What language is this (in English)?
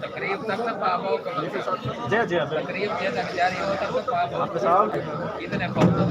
Saraiki